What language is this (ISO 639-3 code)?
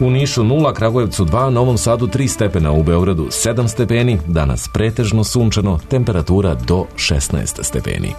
srp